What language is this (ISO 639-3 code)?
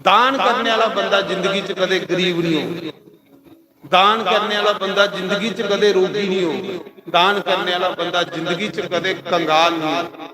doi